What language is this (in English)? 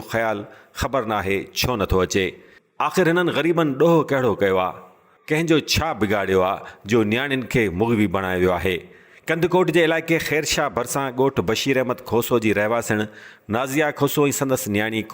Sindhi